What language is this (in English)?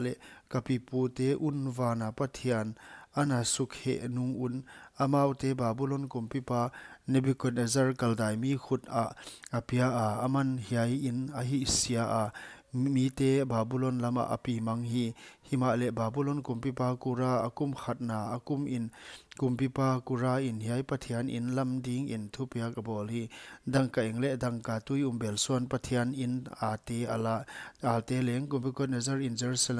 Paite Chin